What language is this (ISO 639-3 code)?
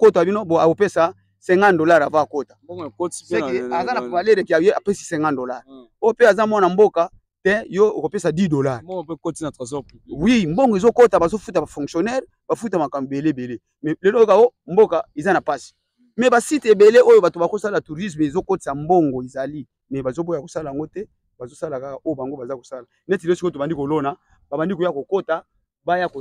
lin